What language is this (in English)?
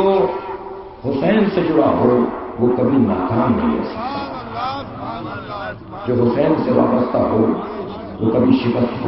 Urdu